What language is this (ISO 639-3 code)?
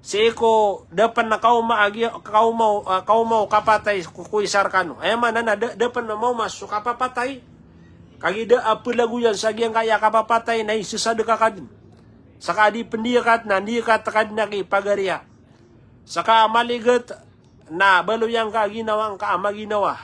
mrw